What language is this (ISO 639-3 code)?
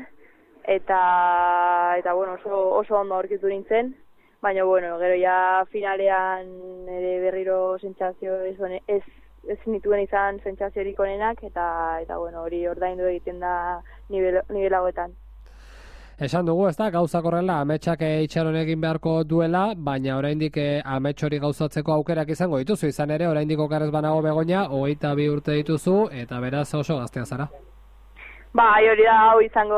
eus